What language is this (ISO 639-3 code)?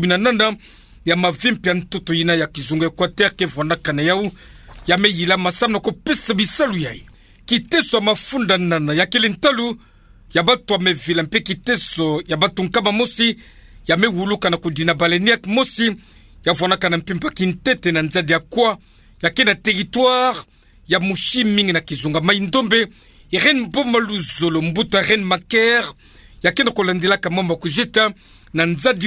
ktu